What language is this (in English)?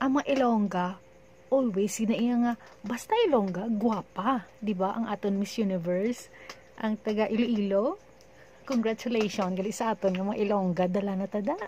Hiligaynon